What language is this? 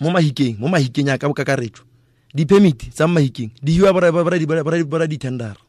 Tswana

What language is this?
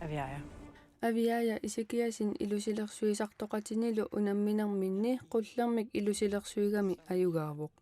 Kalaallisut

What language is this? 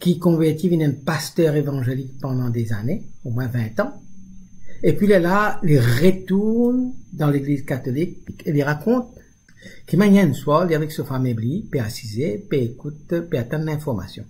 Morisyen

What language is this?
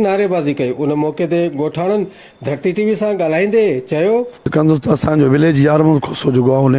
Sindhi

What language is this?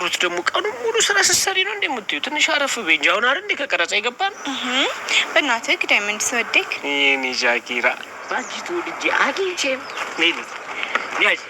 Amharic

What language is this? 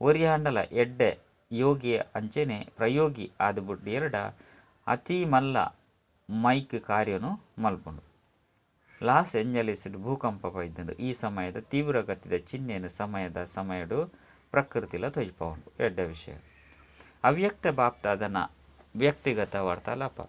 Tulu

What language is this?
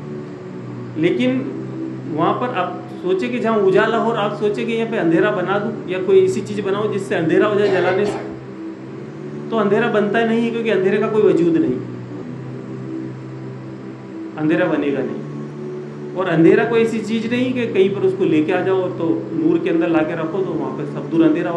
Urdu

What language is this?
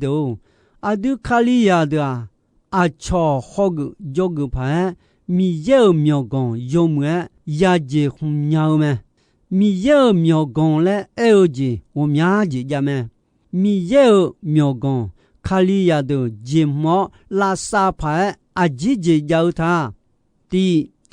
Akha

